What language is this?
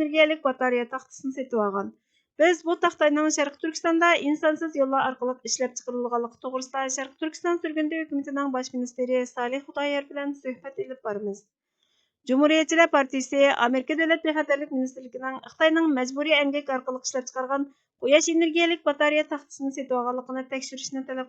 Uyghur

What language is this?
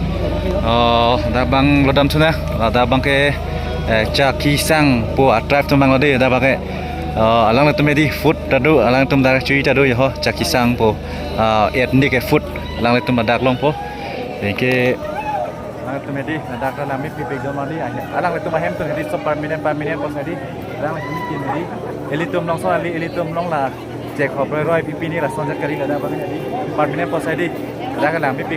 Karbi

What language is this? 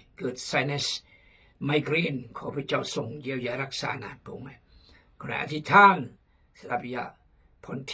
Khmu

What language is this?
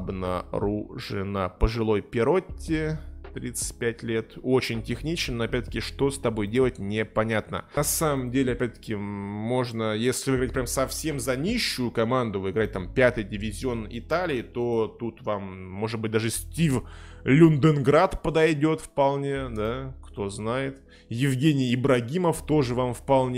Russian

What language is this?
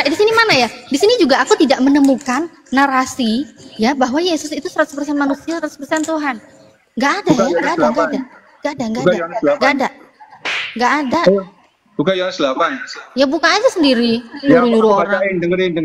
Indonesian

